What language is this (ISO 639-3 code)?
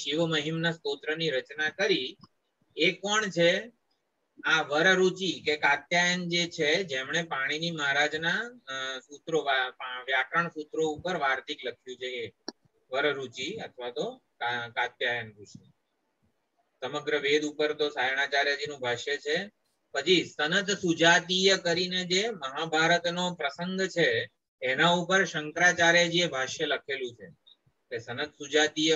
guj